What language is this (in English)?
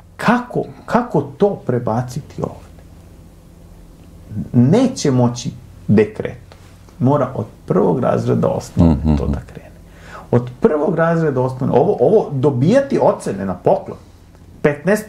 Serbian